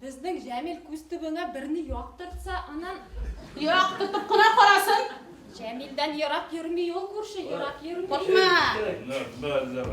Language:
Bashkir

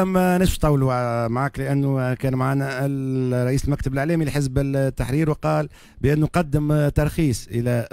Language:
Tunisian Arabic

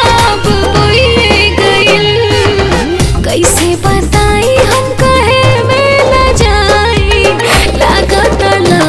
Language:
Bhojpuri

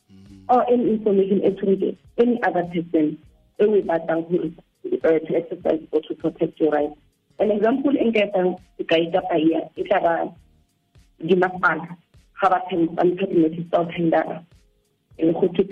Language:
Tswana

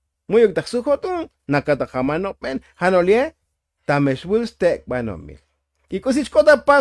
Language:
Tzotzil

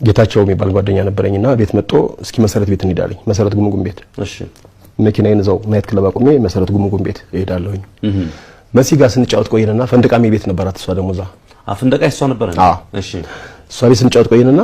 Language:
Amharic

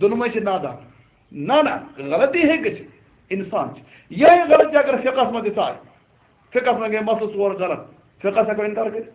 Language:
Kashmiri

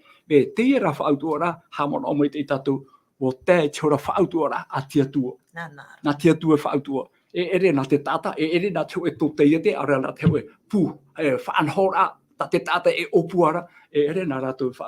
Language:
Tahitian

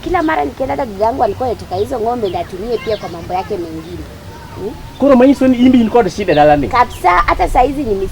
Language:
Luo (Kenya and Tanzania)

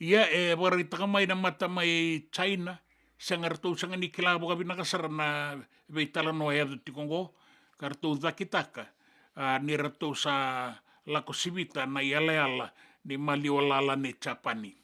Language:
Fijian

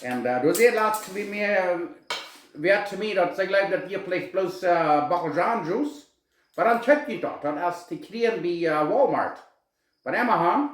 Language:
Plautdietsch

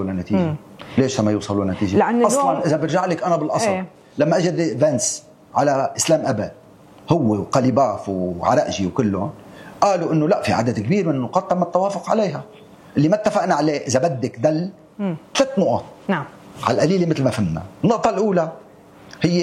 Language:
North Levantine Arabic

